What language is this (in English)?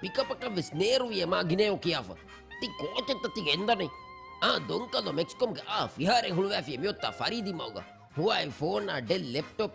Divehi